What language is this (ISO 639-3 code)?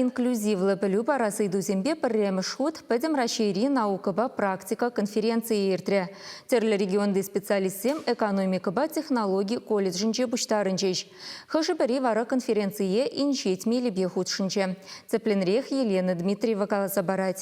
chv